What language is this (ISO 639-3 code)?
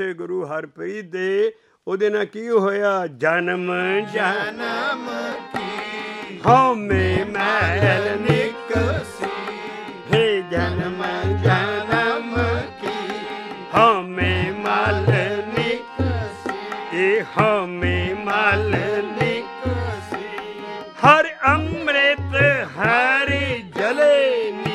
pan